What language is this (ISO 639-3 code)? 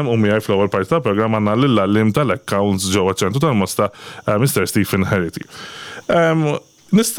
mlt